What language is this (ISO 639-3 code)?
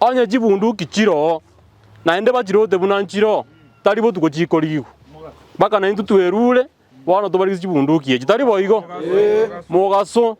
guz